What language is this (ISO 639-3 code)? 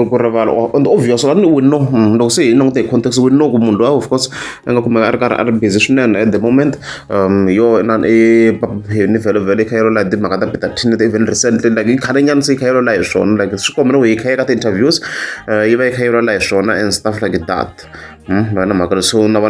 tso